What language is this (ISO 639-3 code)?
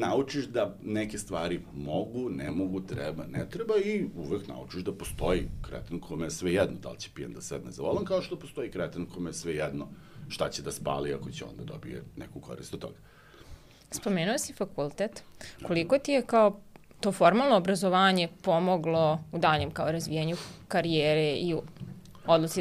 srp